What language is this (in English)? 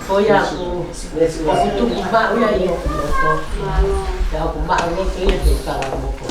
Tongan